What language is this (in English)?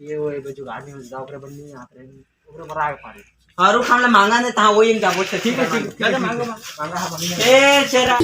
Chhattisgarhi